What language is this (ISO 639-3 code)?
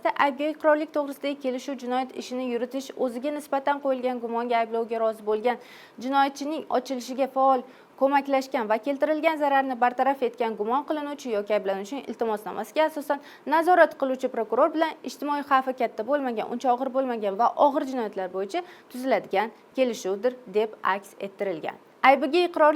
uzb